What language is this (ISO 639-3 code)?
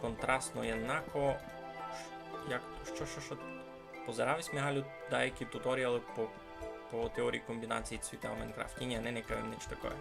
rue